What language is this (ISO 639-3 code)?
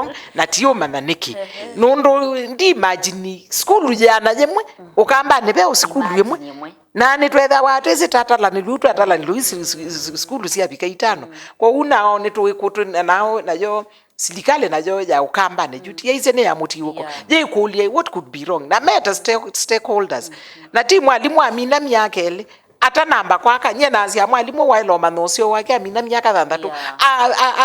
kam